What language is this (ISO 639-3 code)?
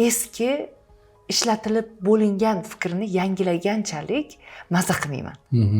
uzb